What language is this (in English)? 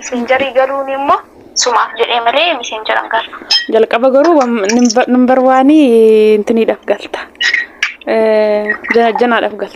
Oromo